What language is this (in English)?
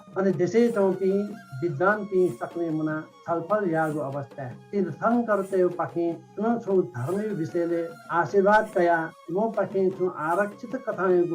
Newari